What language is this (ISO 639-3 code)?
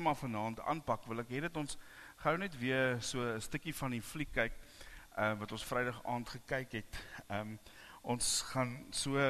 afr